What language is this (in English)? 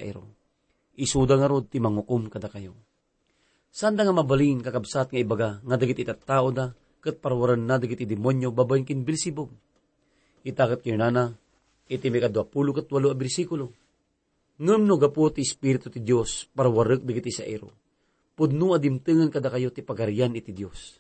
Iloko